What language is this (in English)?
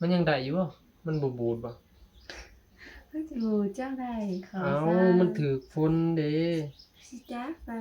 Northeastern Thai